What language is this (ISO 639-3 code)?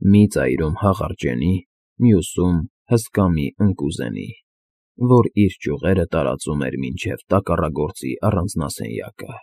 hye